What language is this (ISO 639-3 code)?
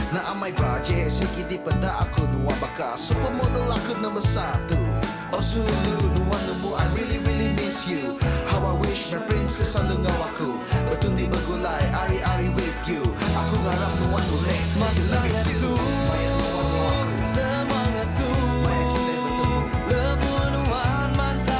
iba